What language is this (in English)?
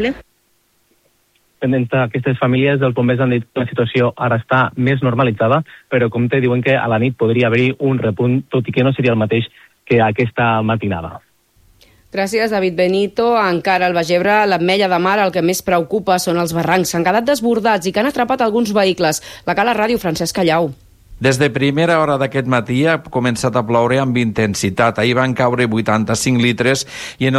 Catalan